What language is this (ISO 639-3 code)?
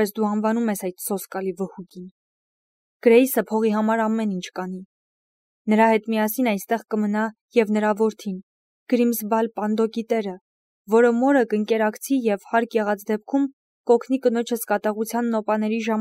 hye